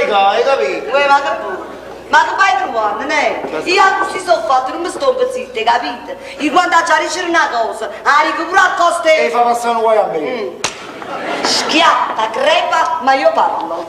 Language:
Neapolitan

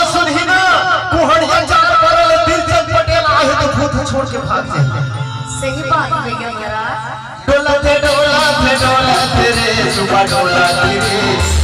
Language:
Chhattisgarhi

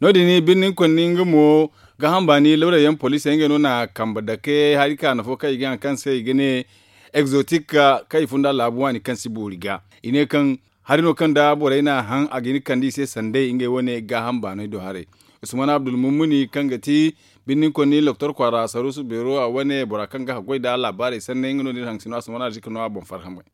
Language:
Zarma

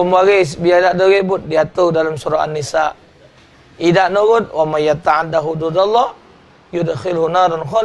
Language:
Musi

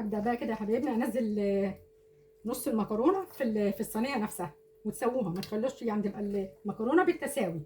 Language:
Egyptian Arabic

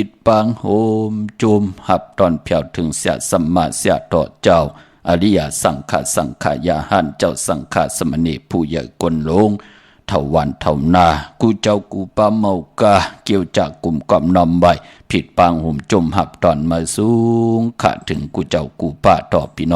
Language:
Shan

